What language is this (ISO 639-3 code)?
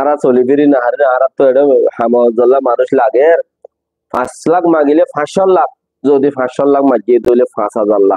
rhg